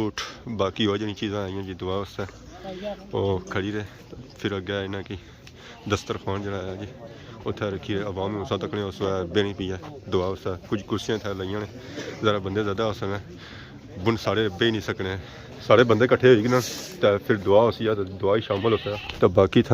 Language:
Pahari-Potwari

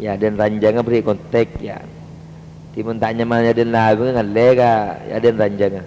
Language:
Madurese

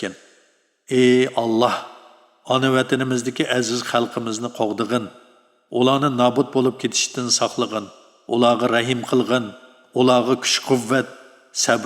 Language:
Uyghur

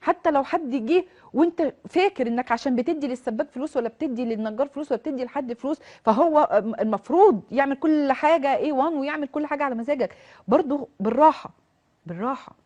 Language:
Egyptian Arabic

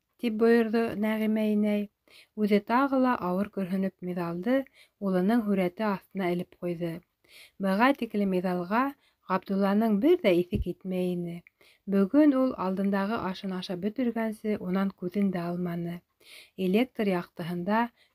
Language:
Bashkir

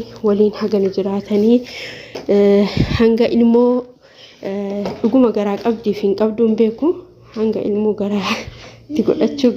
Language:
Oromo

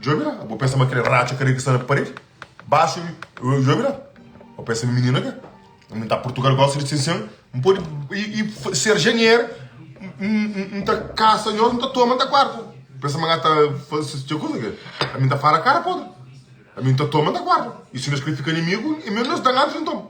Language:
Kabuverdianu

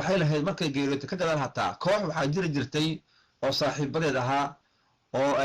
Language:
Somali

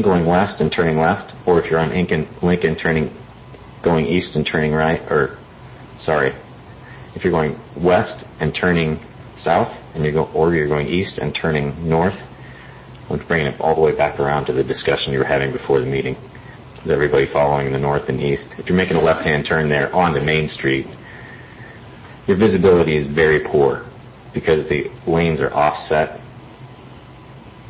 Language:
English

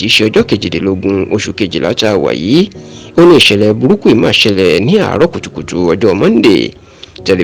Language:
Yoruba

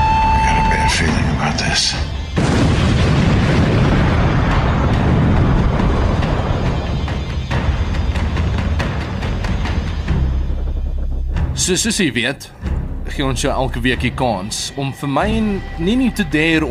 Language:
Afrikaans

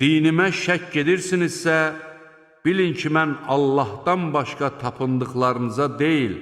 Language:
Azerbaijani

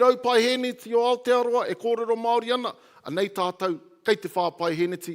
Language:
Māori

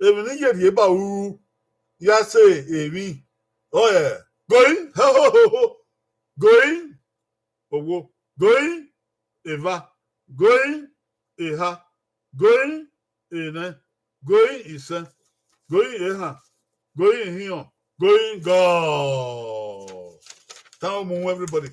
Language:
Bini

